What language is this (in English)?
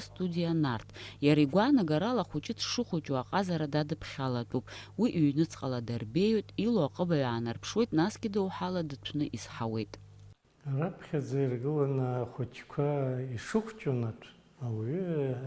Abkhazian